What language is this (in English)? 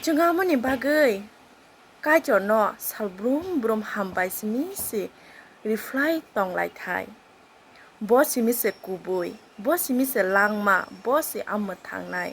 Kok Borok